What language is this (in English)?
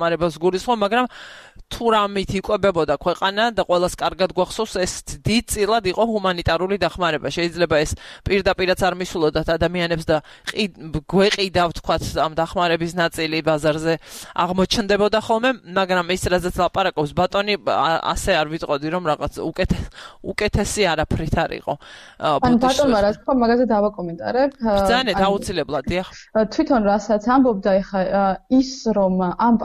Georgian